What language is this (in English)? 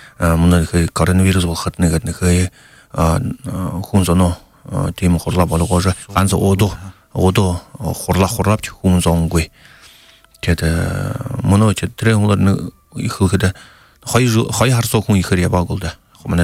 Buriat